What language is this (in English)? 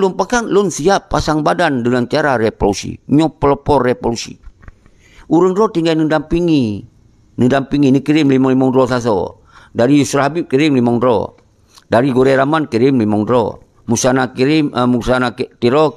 Achinese